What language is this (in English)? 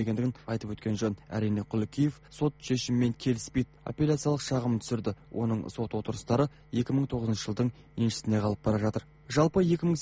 Kazakh